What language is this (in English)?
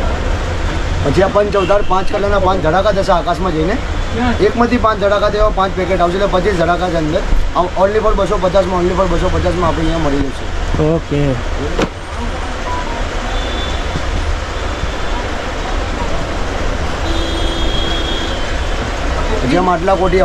Gujarati